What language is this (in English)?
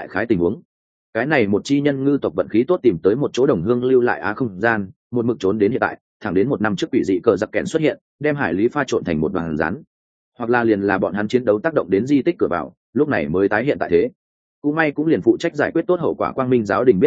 Vietnamese